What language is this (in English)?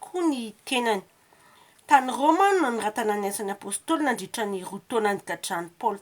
Malagasy